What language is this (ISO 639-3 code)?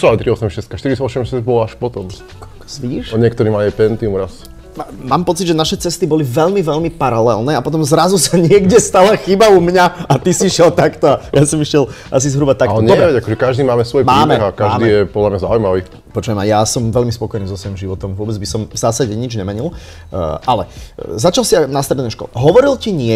slk